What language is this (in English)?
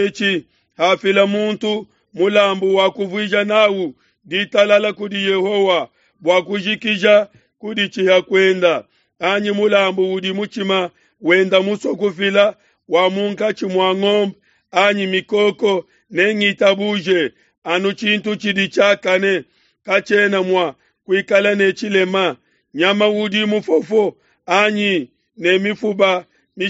Luba-Lulua